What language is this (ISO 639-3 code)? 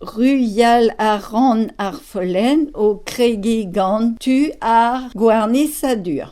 bre